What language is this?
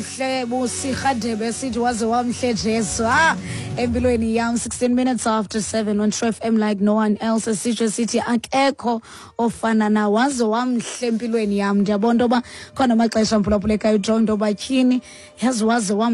Xhosa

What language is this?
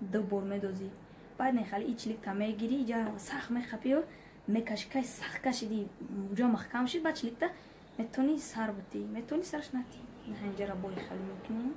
Tajik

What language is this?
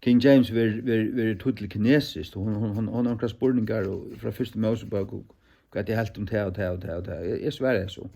Faroese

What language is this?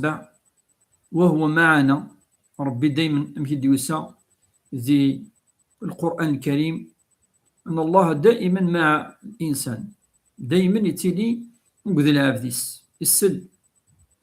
Kabyle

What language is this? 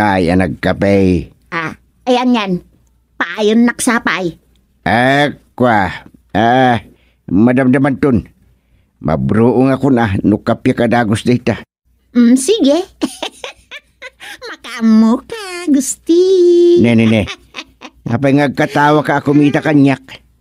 Iloko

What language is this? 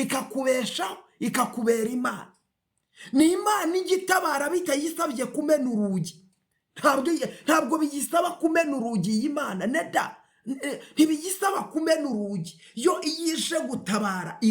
Kinyarwanda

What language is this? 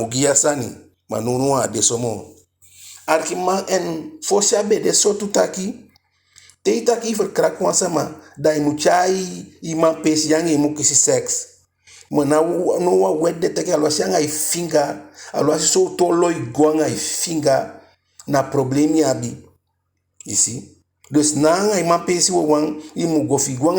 Eastern Maroon Creole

